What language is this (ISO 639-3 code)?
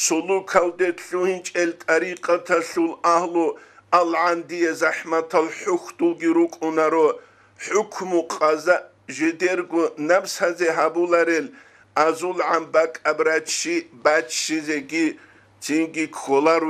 ava